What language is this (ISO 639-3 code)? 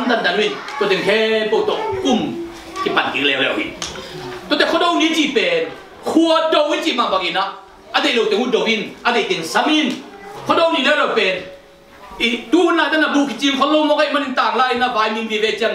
ctd